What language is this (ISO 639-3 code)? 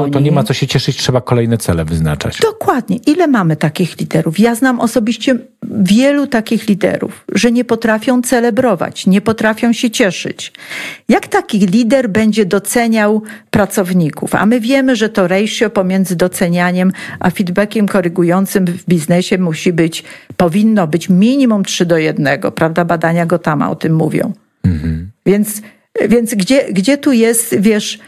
pol